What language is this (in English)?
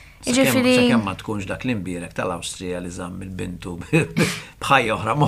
Maltese